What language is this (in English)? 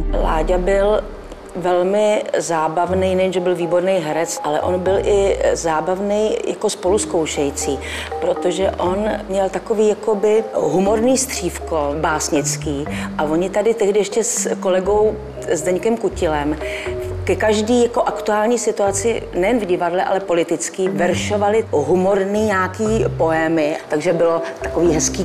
Czech